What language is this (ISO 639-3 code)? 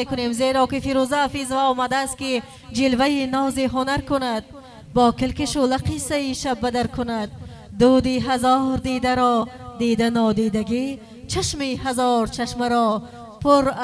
tgk